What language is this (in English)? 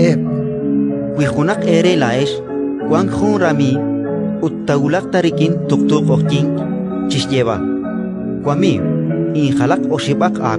Kekchí